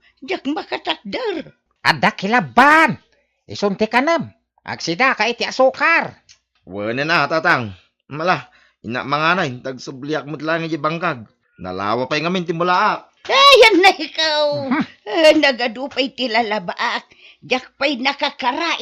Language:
Iloko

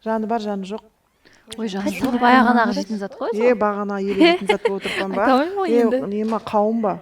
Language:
Kara-Kalpak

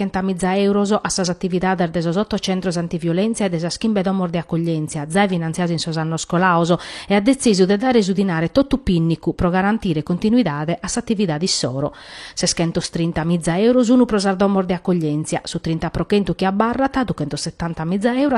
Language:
Sardinian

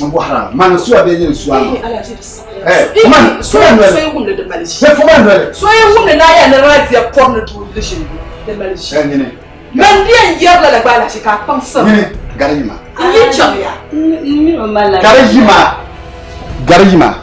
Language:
Dagbani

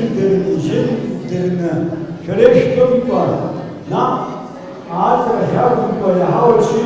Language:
Abkhazian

